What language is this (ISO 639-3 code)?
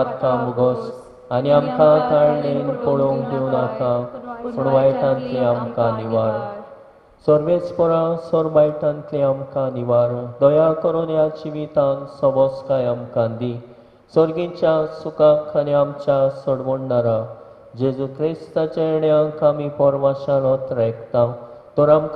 kok